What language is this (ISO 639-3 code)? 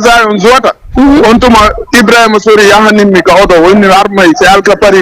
ful